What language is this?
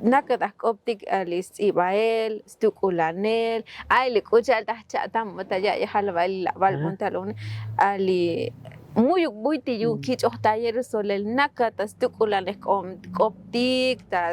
Tzotzil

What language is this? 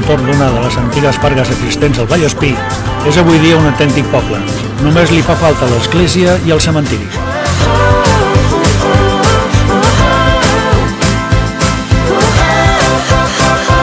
Catalan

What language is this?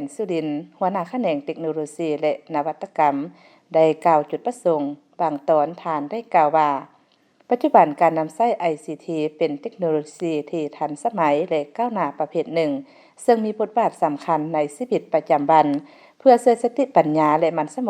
Lao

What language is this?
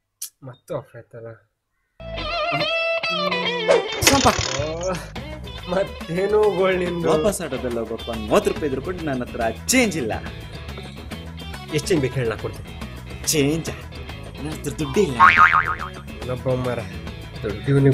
Kannada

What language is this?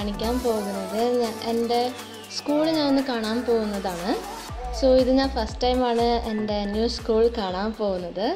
Malayalam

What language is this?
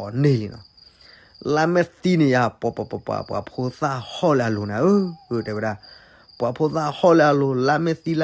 S'gaw Karen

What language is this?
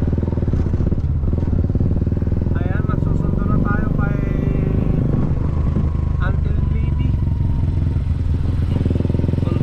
Filipino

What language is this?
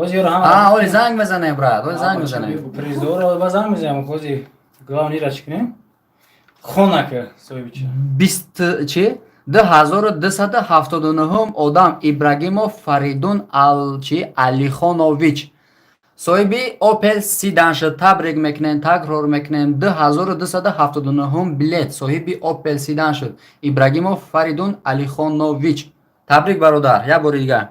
Tajik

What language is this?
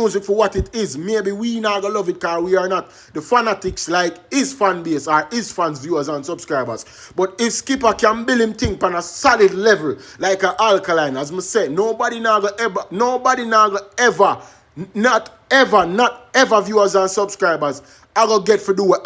Jamaican Creole English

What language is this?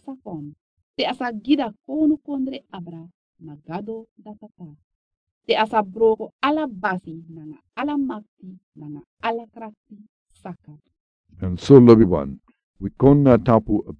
Sranan Tongo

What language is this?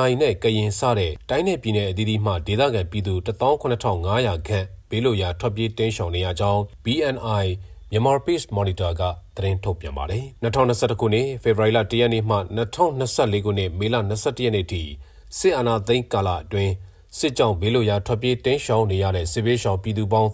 Burmese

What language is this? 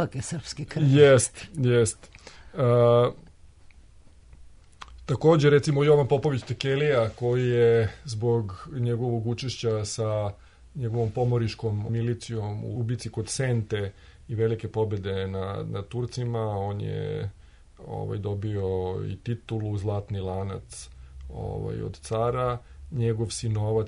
Serbian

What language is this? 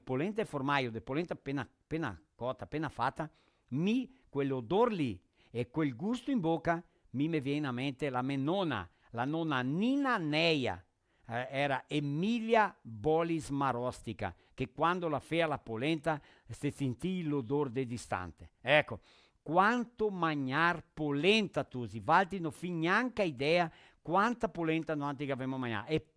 Venetian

